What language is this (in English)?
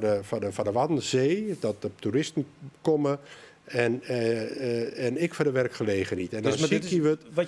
Western Frisian